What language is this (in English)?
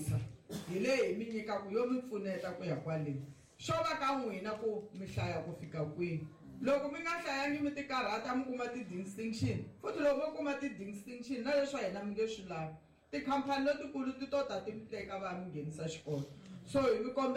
Tsonga